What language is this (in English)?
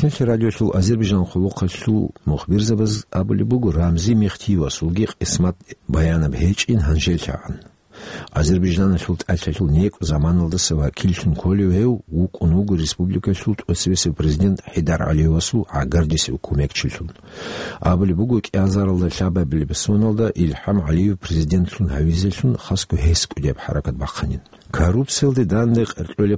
Avaric